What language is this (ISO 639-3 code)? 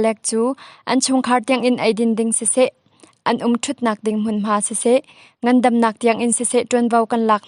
cnh